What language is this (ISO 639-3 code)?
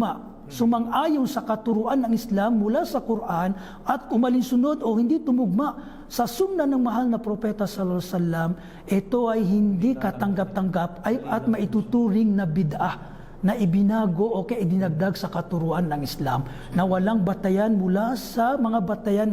mrw